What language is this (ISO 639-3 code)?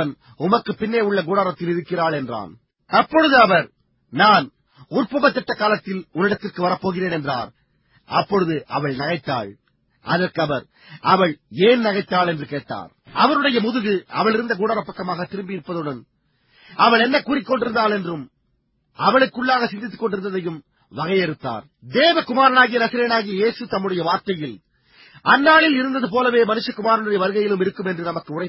tam